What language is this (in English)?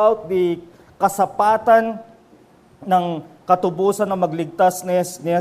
Filipino